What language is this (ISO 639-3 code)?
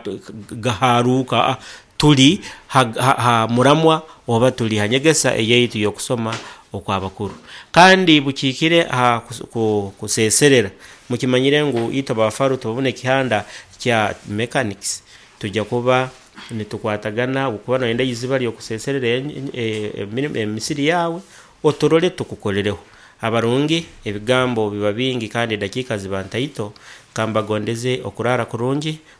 nyo